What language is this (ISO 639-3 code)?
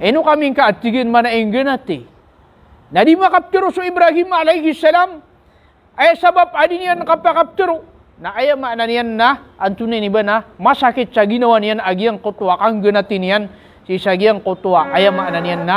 mrw